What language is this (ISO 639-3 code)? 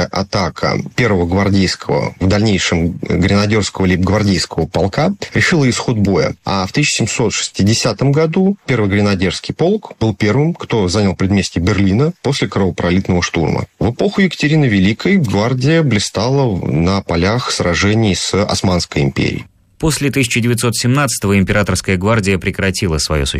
rus